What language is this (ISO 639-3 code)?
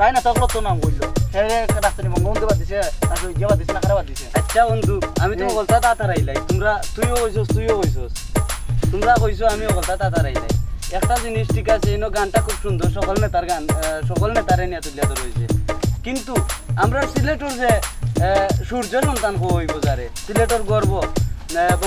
syl